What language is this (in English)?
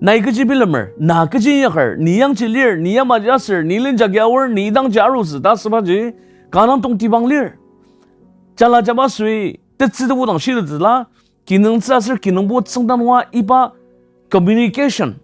Ao Naga